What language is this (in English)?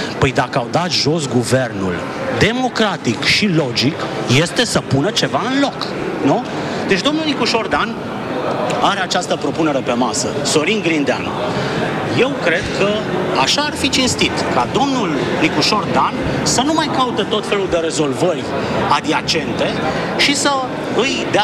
Romanian